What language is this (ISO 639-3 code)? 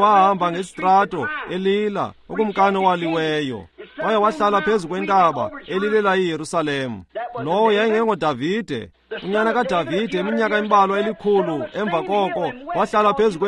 xho